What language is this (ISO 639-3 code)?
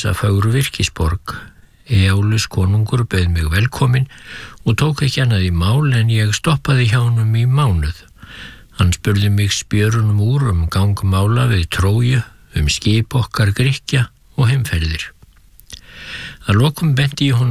isl